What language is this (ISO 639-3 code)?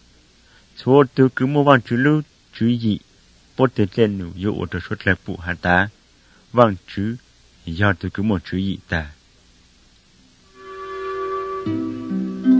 vie